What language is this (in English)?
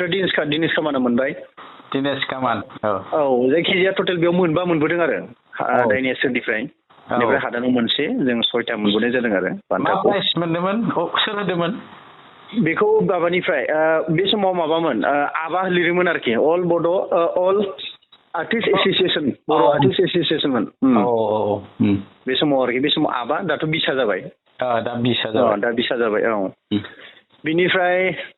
Bodo